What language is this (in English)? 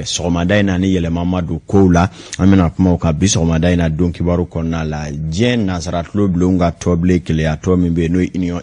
Bambara